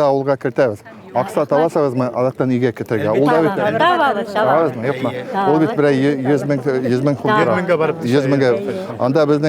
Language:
Bashkir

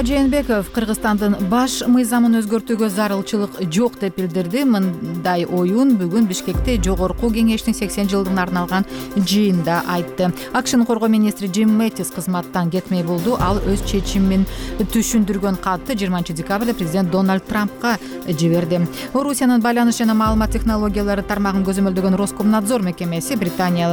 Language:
Kyrgyz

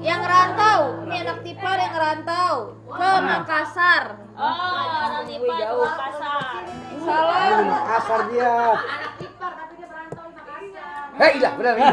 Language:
Betawi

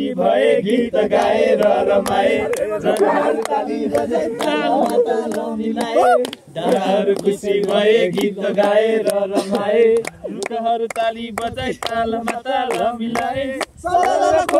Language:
Nepali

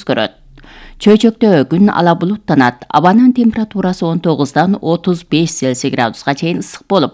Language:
Kyrgyz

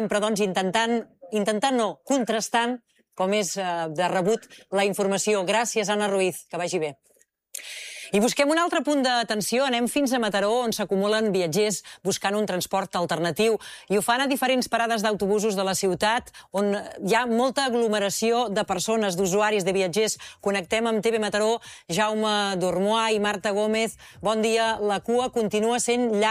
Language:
Catalan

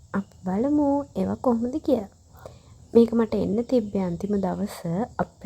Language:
Sinhala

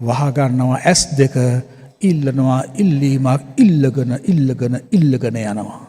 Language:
Sinhala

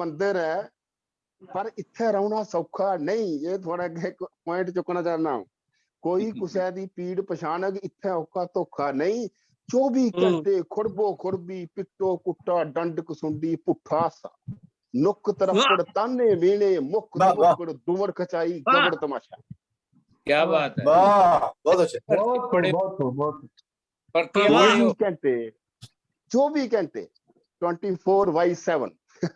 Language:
Dogri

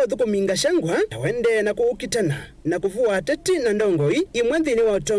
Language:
Kamba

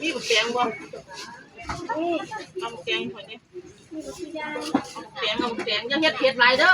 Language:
Northeastern Thai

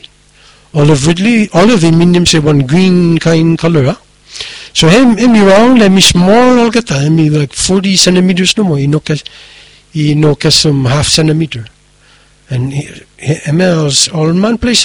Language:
Bislama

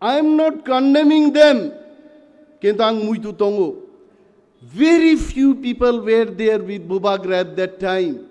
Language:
Kok Borok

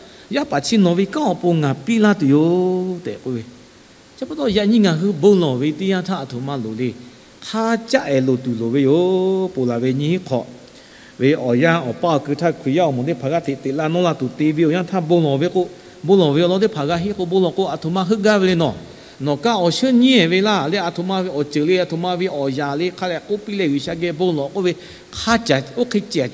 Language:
Lahu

